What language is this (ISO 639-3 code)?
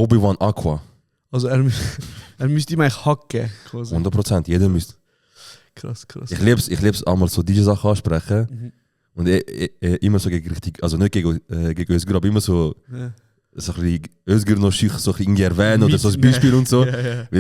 gsw